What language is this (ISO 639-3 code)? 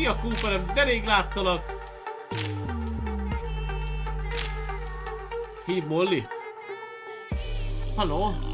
hun